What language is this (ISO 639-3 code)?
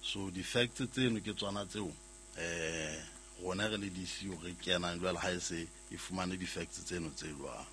sot